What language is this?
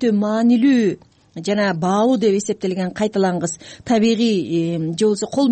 Kyrgyz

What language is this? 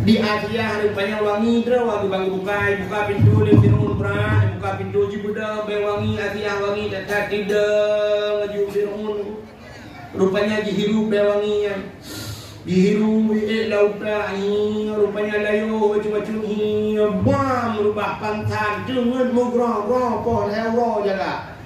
Achinese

